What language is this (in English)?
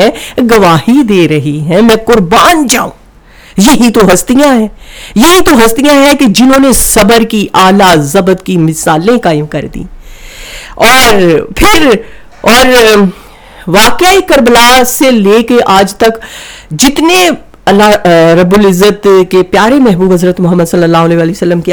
Urdu